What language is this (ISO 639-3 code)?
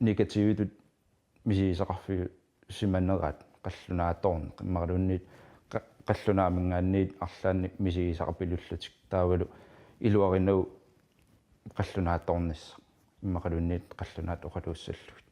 kal